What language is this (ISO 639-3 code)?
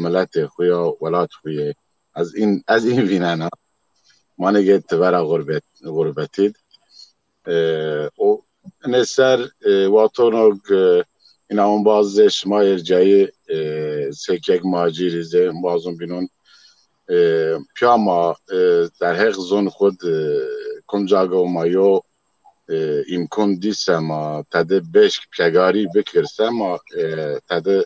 zza